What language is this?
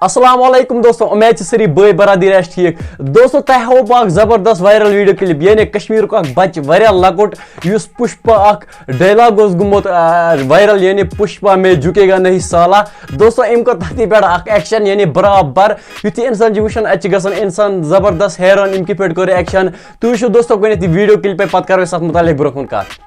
Kashmiri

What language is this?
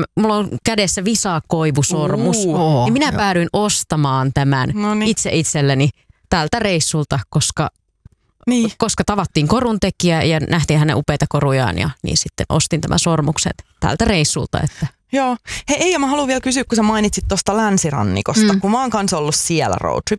Finnish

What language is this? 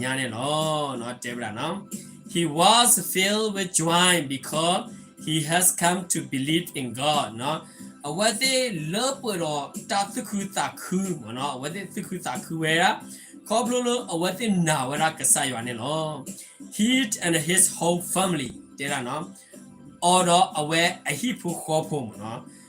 S'gaw Karen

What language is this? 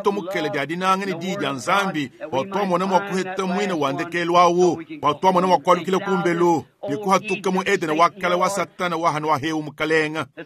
Luba-Lulua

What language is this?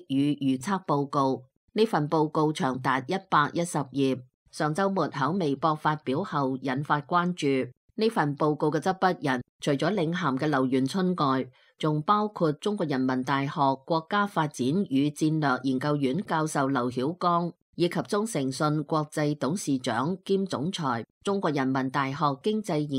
Cantonese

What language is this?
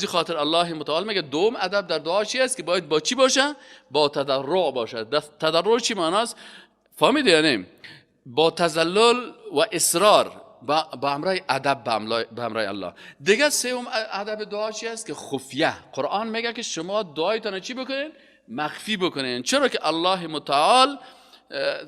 Persian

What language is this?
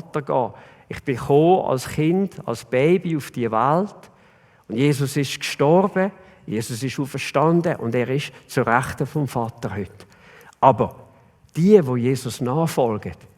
Swiss German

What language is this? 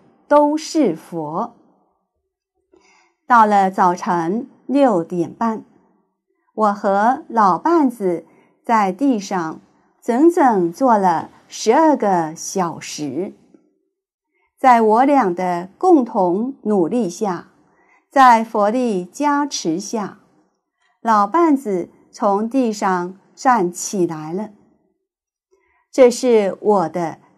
Chinese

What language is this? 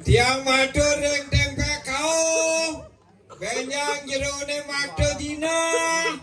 Balinese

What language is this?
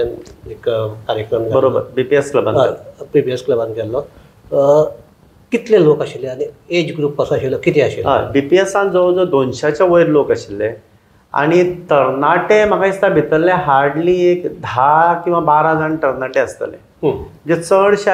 Konkani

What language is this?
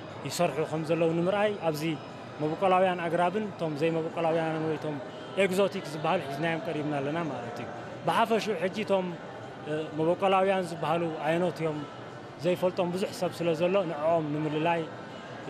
Tigrinya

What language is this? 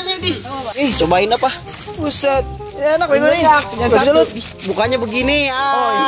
Betawi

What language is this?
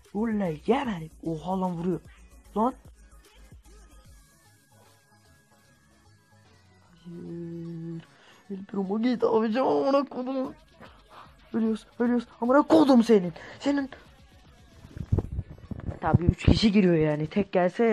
Turkish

